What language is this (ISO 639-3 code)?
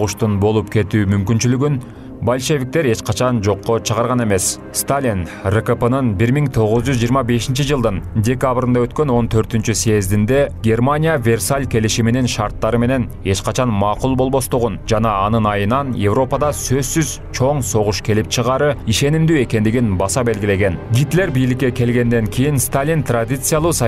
kir